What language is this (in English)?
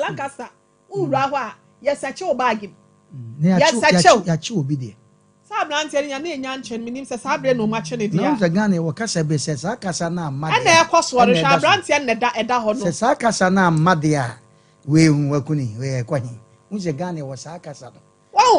Akan